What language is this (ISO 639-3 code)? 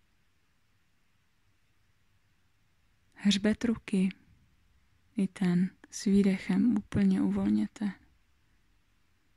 ces